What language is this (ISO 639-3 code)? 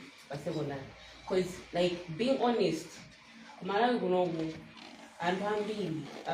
nya